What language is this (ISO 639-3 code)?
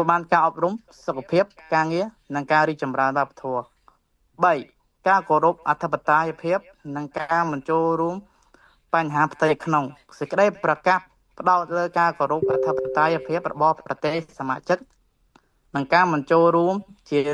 khm